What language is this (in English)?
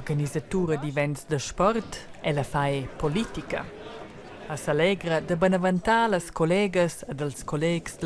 Romansh